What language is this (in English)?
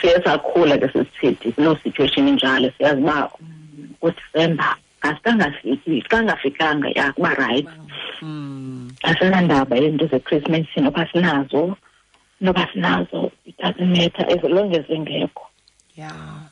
Xhosa